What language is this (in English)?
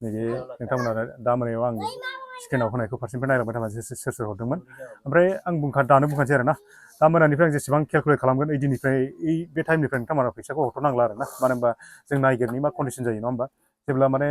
Bodo